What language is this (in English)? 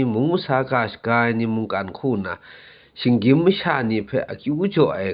Kachin